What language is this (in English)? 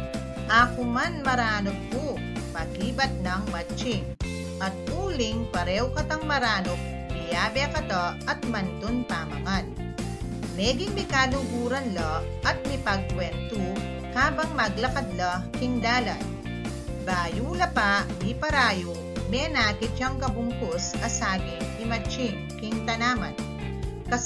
Pampanga